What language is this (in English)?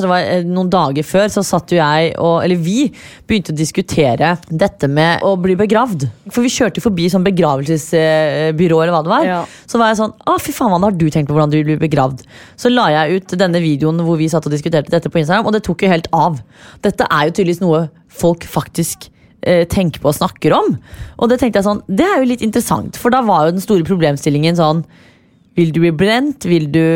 Norwegian